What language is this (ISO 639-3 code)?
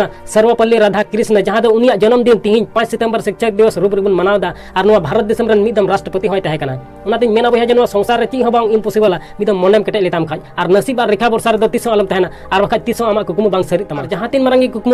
sat